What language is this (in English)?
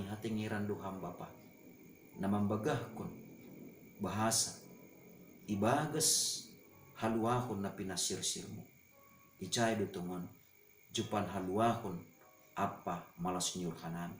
Batak Simalungun